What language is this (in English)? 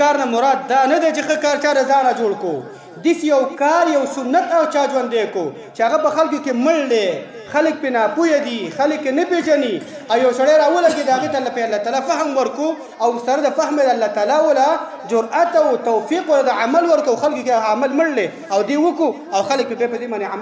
Pashto